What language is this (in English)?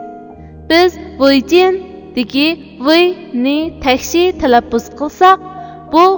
Uyghur